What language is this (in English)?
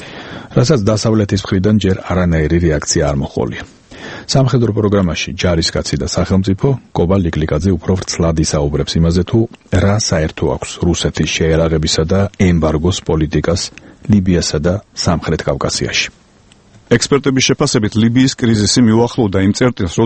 Georgian